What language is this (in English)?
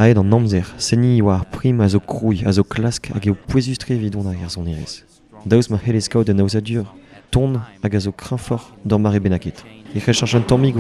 Breton